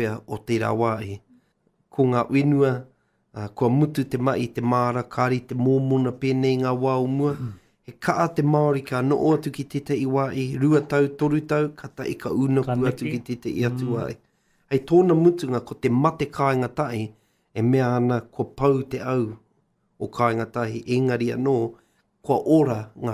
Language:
Māori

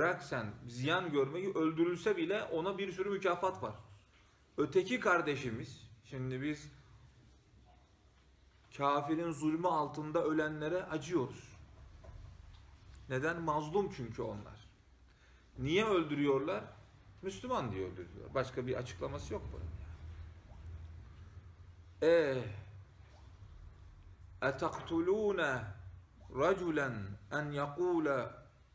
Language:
Turkish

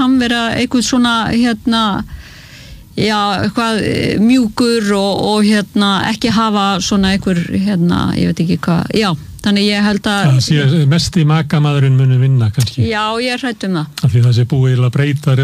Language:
Icelandic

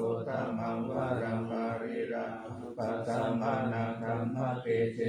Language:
Pali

